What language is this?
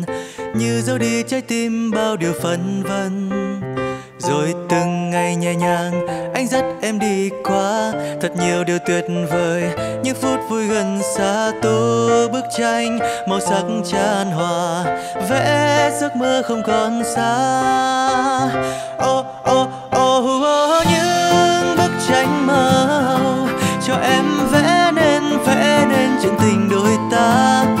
Vietnamese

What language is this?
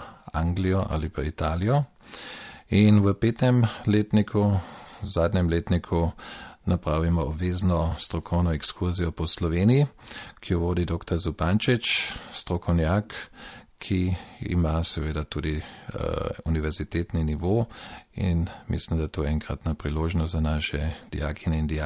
Slovenian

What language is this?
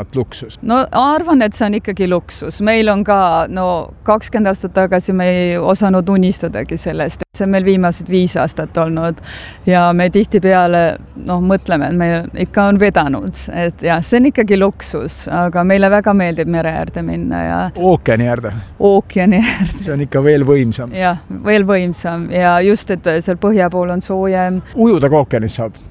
Estonian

